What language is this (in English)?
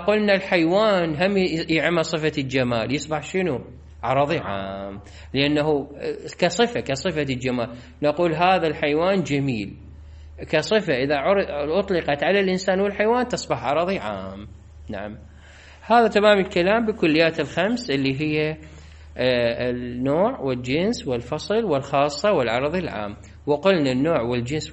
Mesopotamian Arabic